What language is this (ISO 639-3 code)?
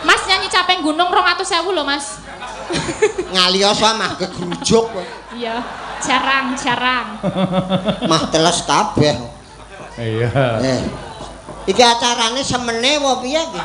jav